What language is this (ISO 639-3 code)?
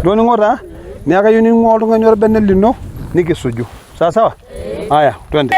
mas